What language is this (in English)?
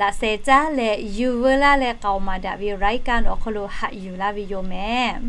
Lahu